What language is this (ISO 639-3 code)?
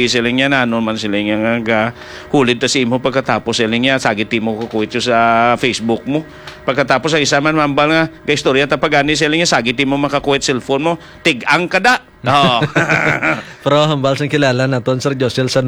hil